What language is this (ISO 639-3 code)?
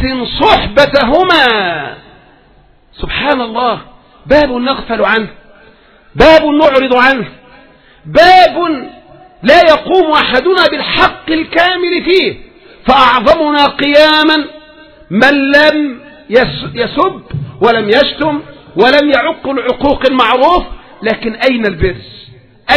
ara